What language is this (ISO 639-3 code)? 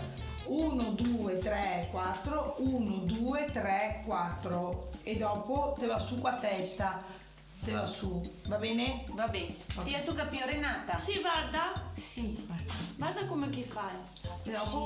vec